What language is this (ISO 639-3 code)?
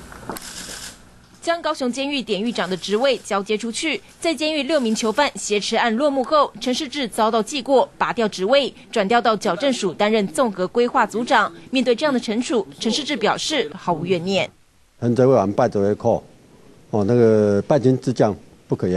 zho